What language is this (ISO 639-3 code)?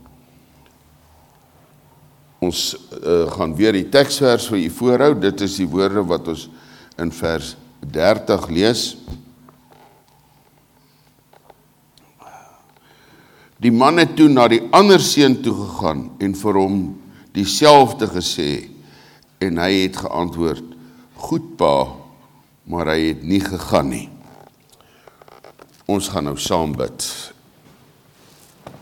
afr